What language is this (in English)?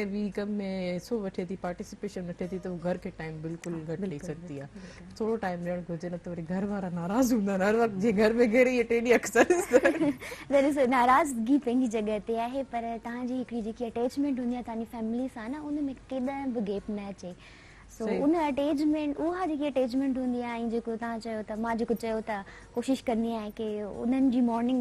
Sindhi